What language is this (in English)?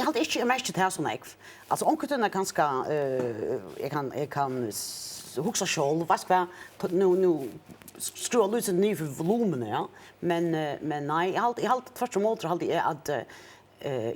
Faroese